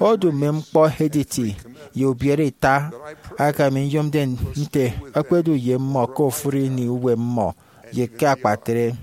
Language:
Efik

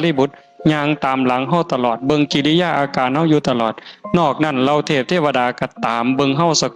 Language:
Northeastern Thai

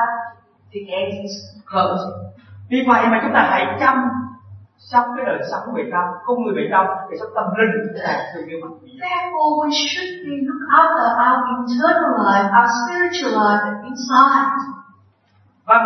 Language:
Vietnamese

